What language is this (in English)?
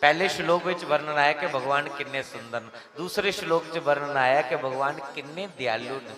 Dogri